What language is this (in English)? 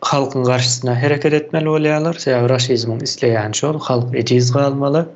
Turkmen